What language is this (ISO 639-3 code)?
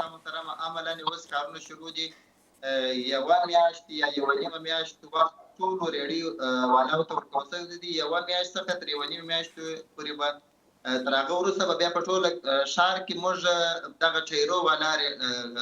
pus